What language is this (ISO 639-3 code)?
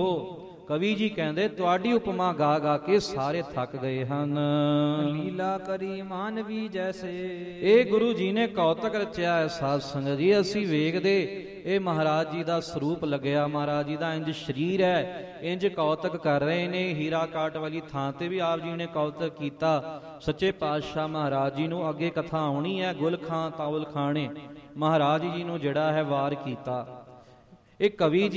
pan